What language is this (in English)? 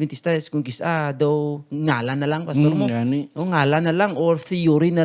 Hiligaynon